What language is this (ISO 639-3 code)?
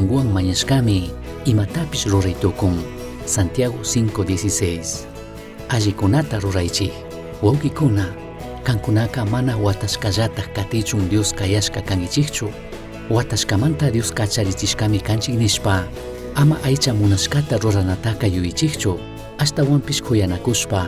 qug